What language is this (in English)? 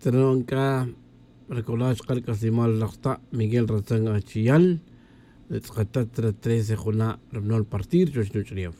Tz'utujil